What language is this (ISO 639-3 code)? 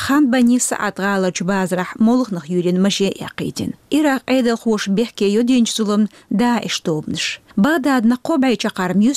che